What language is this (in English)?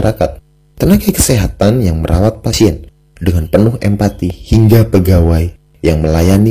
Indonesian